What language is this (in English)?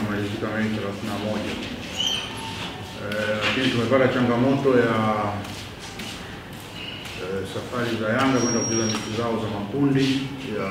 Swahili